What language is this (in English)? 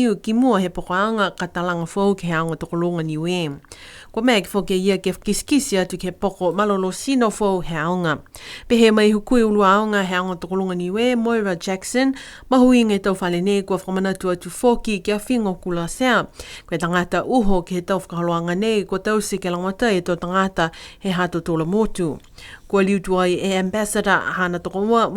Niuean